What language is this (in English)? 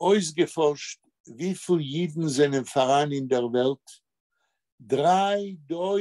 Yiddish